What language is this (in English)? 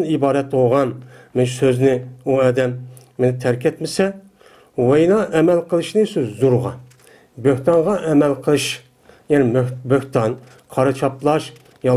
Uyghur